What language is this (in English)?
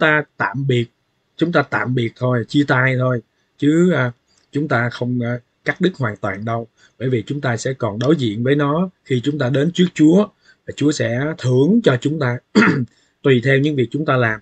Vietnamese